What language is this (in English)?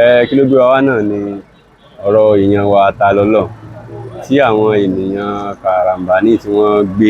Yoruba